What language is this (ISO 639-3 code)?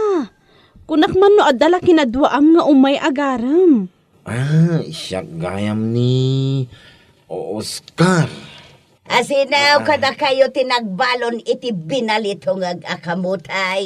ilo